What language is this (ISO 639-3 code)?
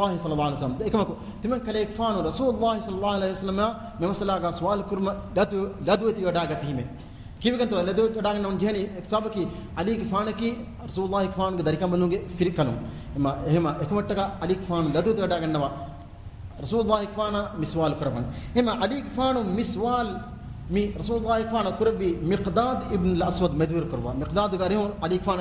div